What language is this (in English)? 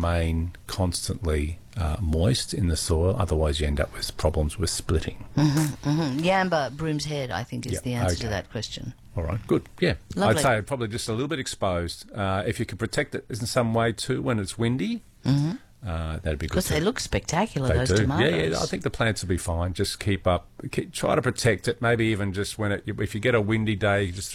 English